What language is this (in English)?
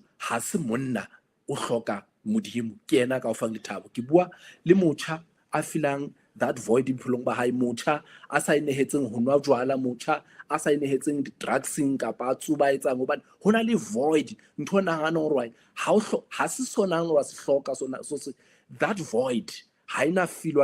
Southern Sotho